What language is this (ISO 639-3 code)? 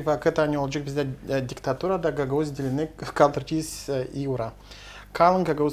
gag